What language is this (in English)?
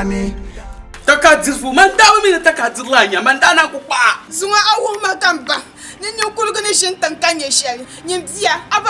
Dagbani